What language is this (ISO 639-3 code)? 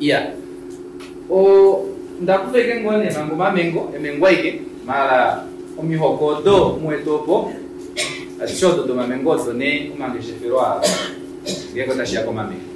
kua